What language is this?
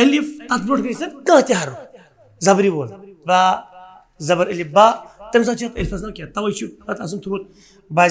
Kashmiri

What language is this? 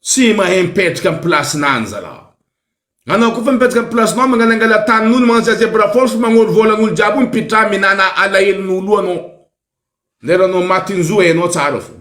Malagasy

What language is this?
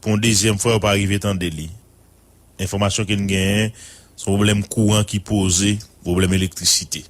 Haitian Creole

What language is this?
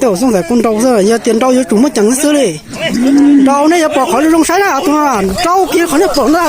Hmong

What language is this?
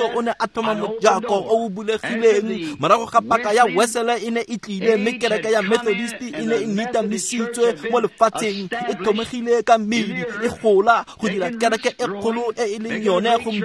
Tswana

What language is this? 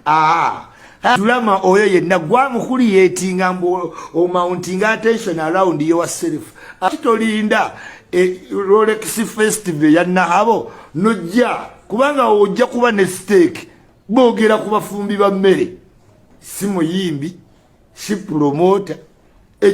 Ganda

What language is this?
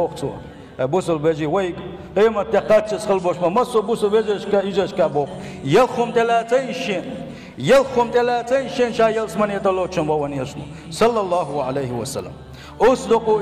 Chechen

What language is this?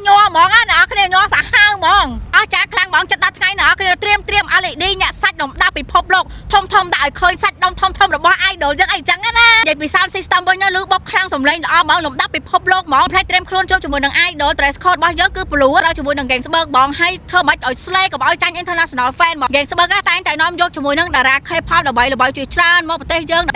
Khmer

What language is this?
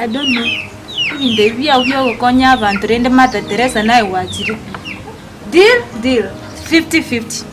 Gusii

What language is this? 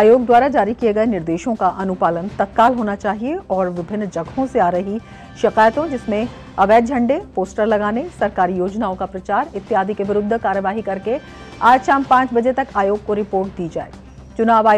Hindi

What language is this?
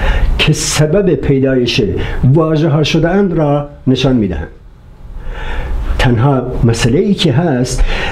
Persian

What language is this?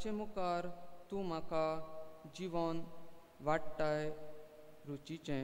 Konkani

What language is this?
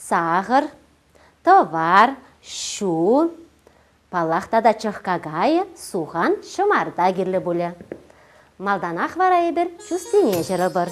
Chuvash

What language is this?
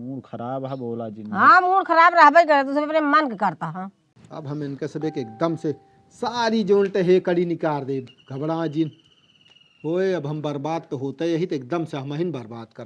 Awadhi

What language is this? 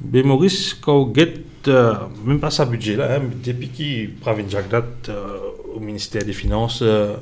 Morisyen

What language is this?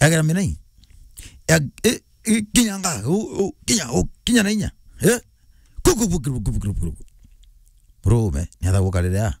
Meru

